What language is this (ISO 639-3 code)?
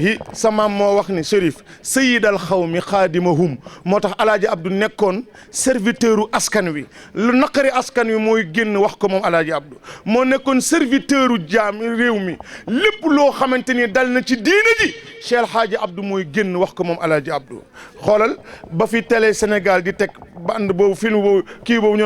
wol